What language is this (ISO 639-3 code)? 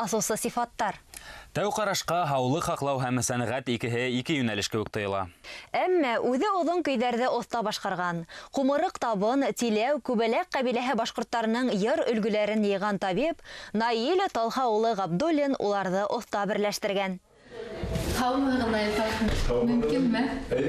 bak